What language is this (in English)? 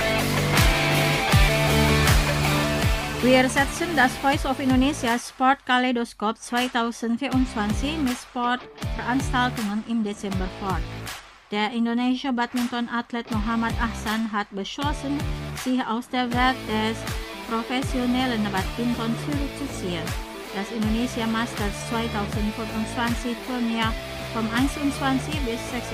German